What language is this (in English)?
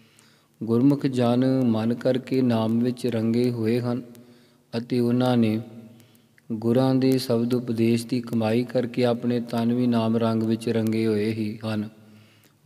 Punjabi